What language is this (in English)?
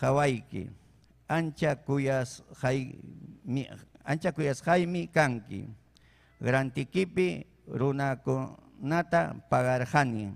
Ayacucho Quechua